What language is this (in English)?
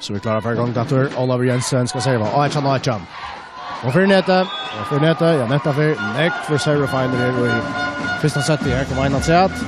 Faroese